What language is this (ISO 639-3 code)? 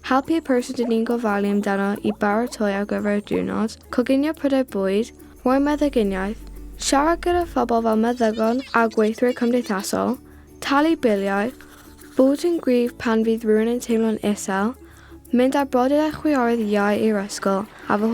cym